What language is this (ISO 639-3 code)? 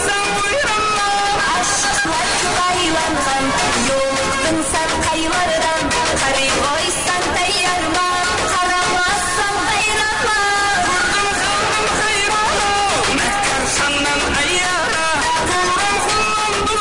kaa